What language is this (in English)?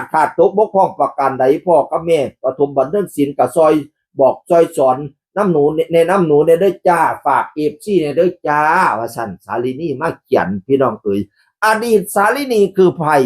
Northeastern Thai